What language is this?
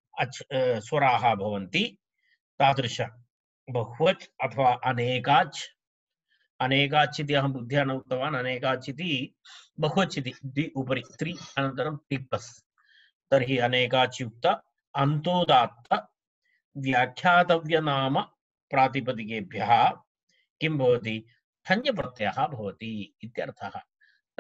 Sanskrit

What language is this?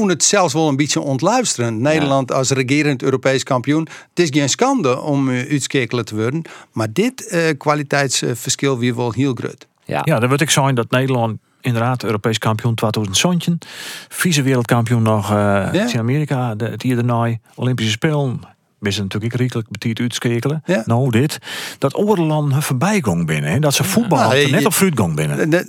Western Frisian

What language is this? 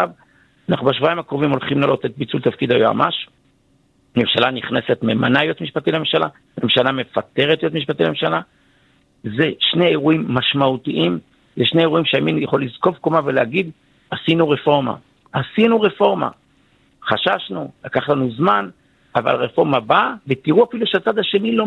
Hebrew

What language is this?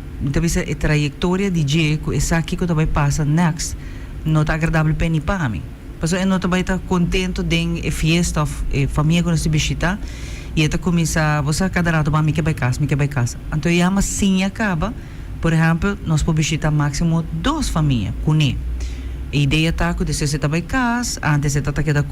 Papiamento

